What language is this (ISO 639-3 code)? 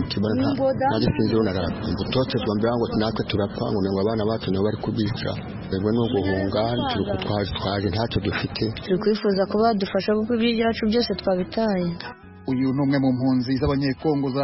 kin